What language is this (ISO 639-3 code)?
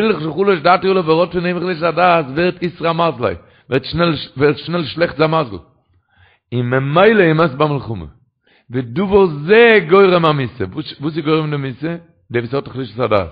yid